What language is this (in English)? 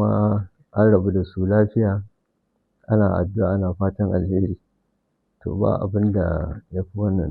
Hausa